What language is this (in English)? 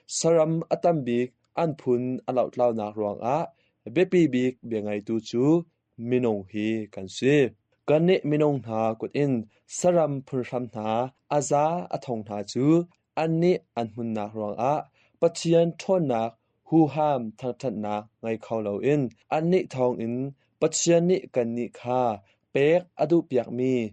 Hakha Chin